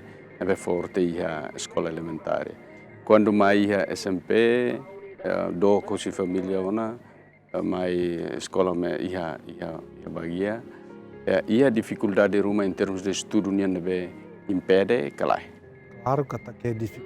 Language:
Tetum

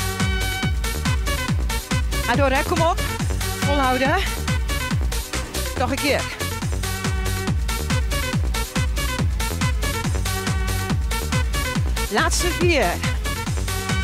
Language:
Dutch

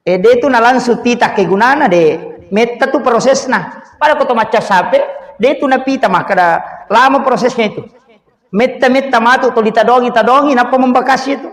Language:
Buginese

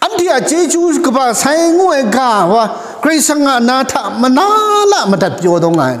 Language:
Kachin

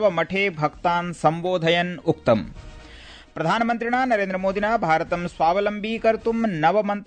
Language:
Sanskrit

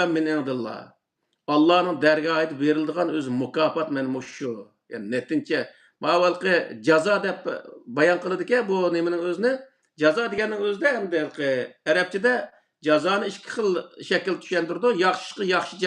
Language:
Uyghur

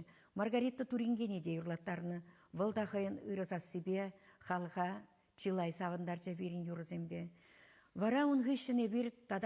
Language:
Chuvash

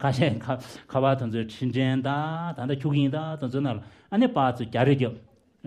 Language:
Tibetan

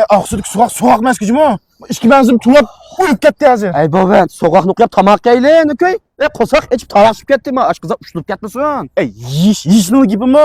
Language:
Uyghur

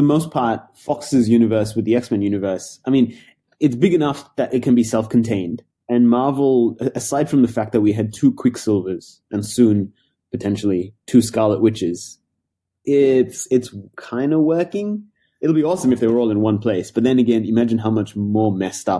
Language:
English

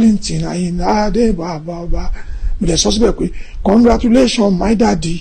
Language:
Yoruba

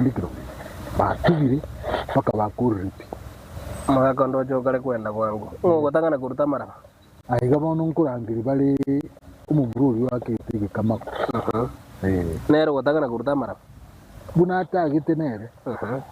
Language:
Gusii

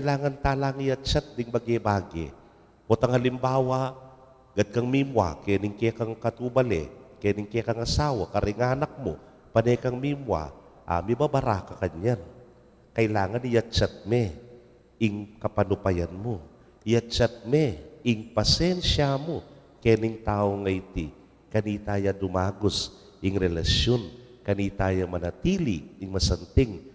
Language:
Pampanga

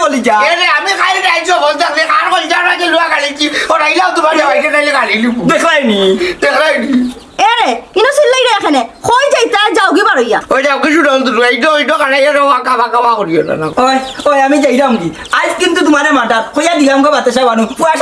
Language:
Sylheti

